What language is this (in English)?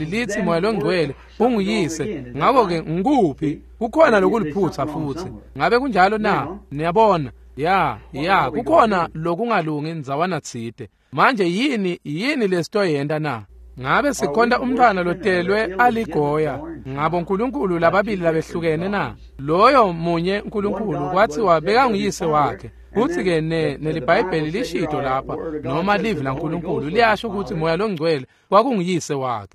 Swati